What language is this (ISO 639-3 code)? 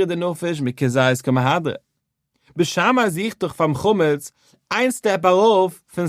yid